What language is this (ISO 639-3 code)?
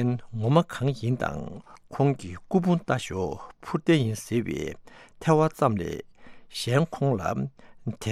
bod